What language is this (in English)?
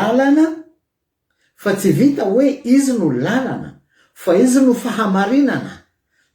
Malagasy